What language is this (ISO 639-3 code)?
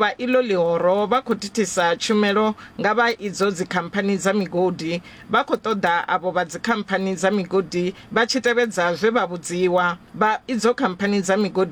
ven